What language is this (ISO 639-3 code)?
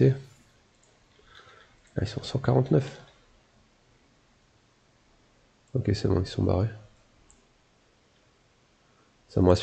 fra